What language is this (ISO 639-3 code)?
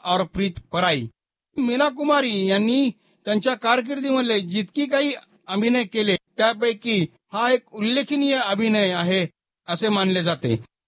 mar